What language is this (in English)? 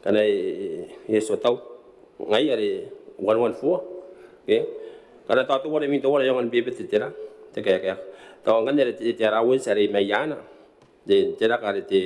Gilbertese